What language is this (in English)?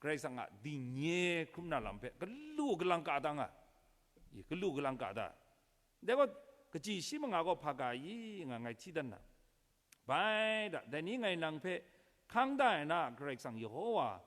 Kachin